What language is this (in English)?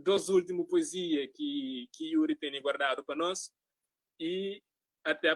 Kabuverdianu